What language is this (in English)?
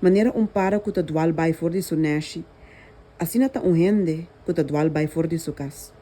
Papiamento